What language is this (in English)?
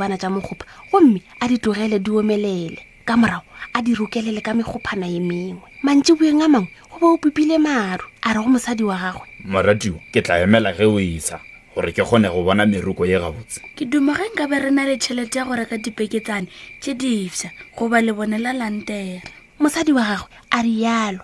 Northern Sotho